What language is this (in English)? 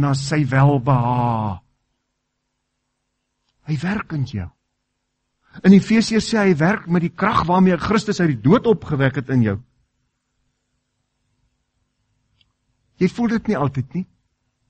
Afrikaans